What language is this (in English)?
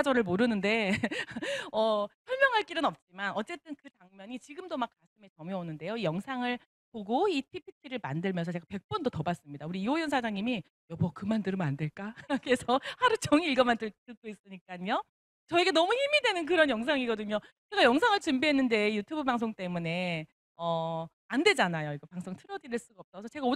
Korean